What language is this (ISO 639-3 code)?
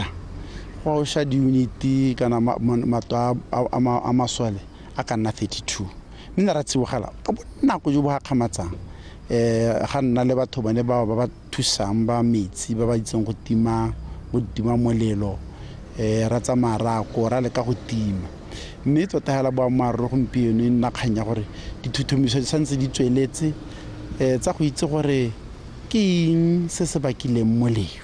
tsn